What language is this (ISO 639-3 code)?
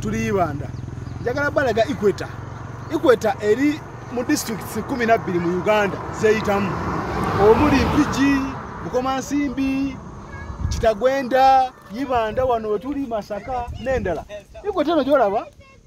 lug